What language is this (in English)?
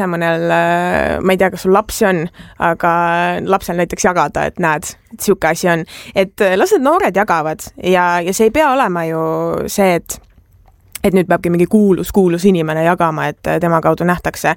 Estonian